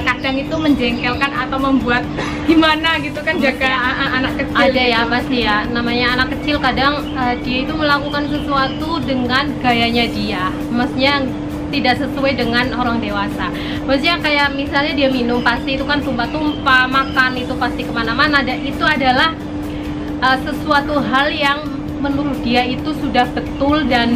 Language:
Indonesian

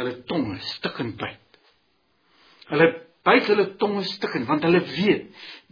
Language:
Afrikaans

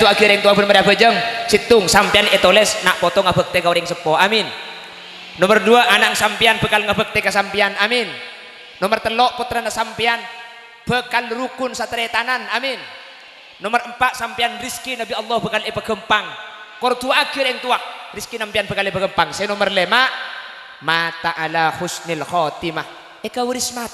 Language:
Madurese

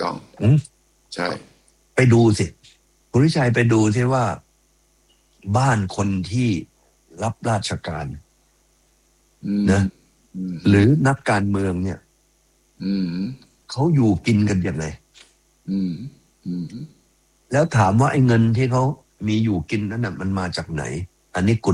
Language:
Thai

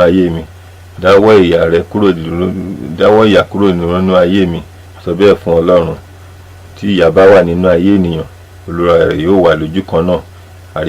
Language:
Yoruba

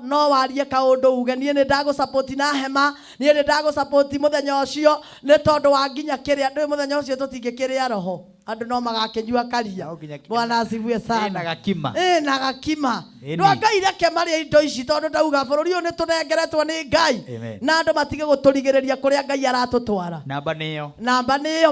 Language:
Kikuyu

